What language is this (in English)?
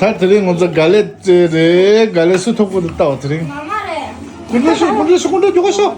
Tibetan